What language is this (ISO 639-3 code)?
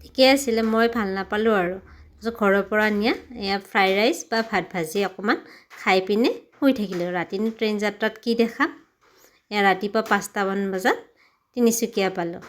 asm